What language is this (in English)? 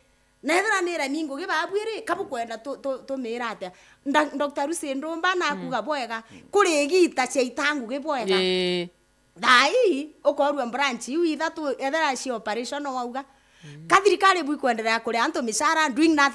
Meru